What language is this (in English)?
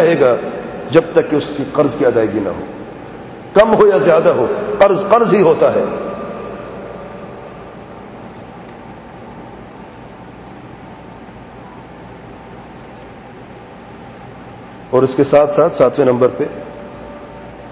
Urdu